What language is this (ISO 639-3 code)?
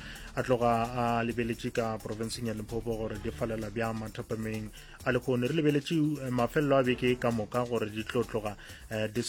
nso